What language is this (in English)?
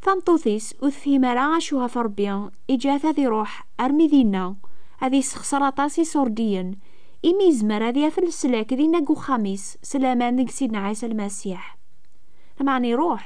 Kabyle